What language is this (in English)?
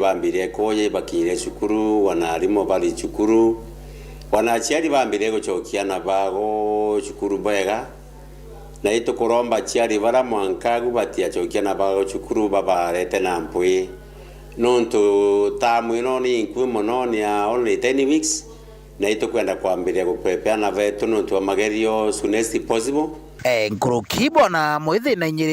Meru